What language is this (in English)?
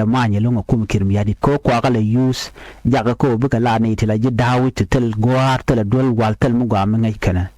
Nuer